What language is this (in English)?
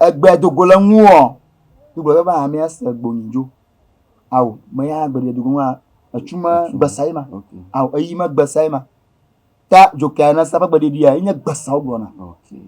Ewe